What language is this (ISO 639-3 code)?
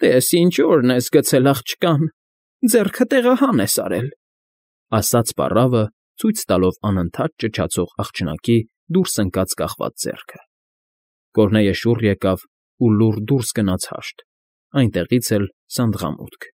hye